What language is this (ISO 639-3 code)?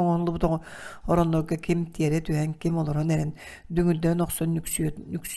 sah